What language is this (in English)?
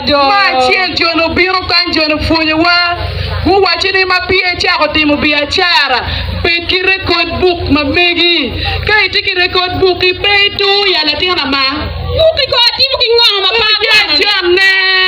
Acoli